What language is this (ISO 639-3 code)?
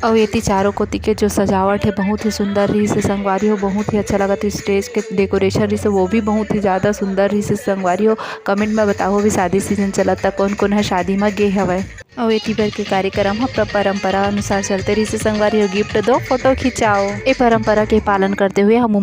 hne